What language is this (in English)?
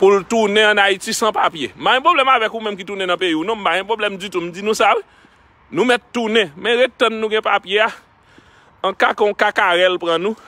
Haitian Creole